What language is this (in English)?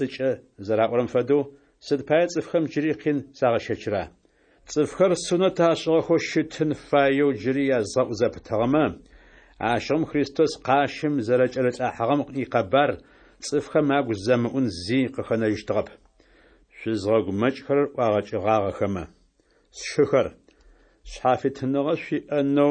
Adyghe